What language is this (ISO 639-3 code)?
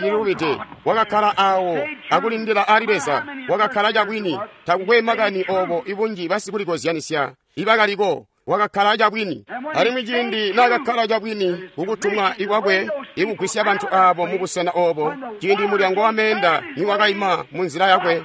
toi